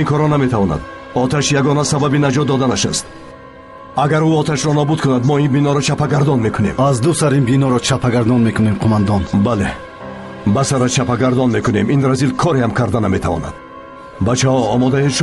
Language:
Tajik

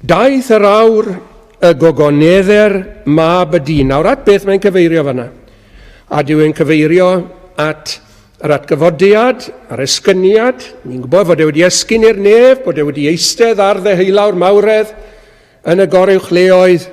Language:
Welsh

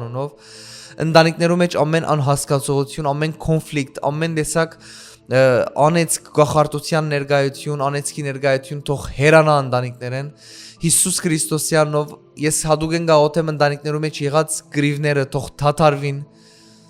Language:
Western Armenian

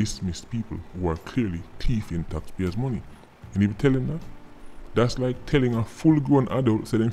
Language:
Jamaican Creole English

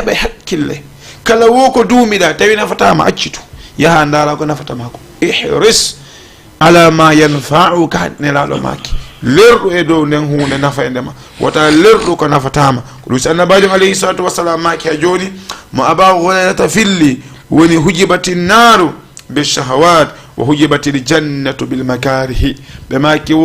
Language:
Fula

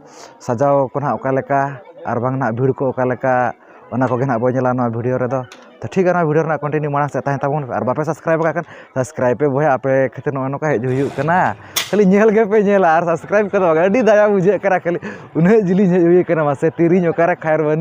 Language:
Santali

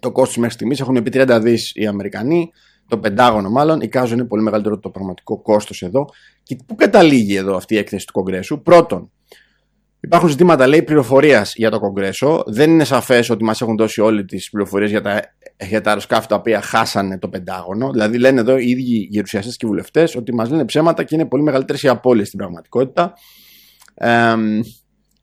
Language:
Greek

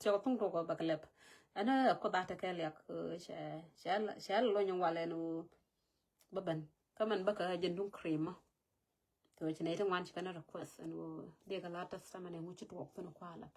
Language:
Nuer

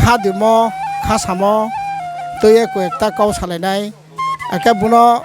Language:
Riang (India)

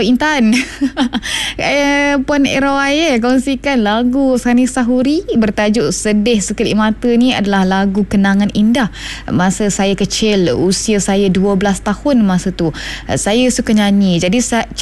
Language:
Malay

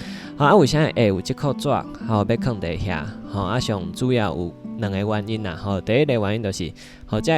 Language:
Min Nan Chinese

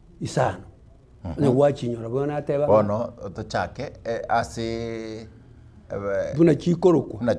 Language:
Gusii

